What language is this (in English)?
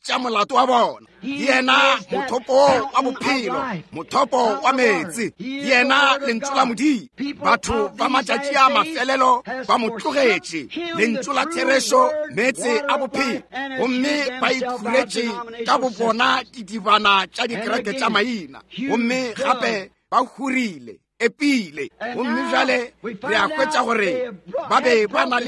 Northern Sotho